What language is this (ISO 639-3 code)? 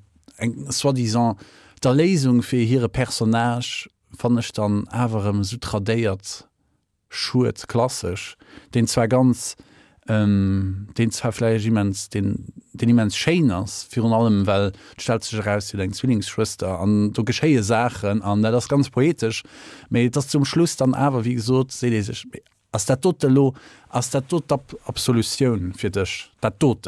ltz